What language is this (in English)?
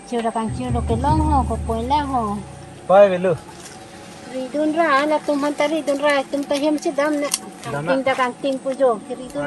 Karbi